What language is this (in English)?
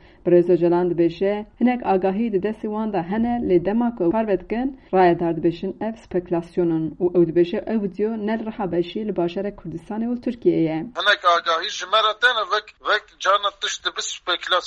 Kurdish